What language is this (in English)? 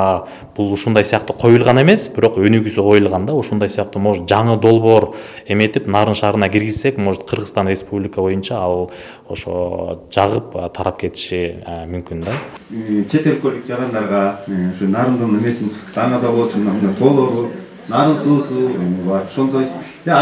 Kyrgyz